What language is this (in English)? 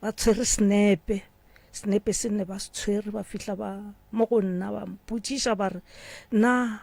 Northern Sotho